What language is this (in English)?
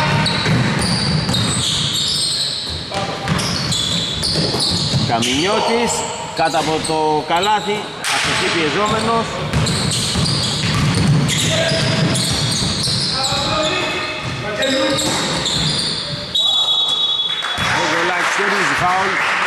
Greek